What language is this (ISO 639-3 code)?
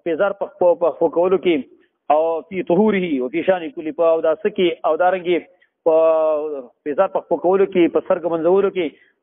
pus